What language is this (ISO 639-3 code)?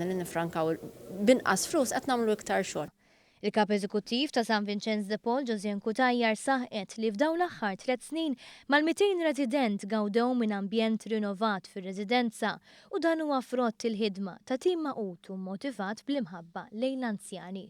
mlt